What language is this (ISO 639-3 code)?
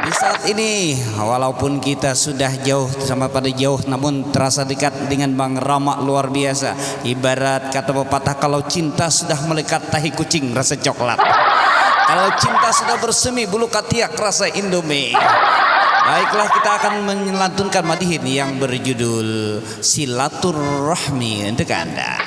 bjn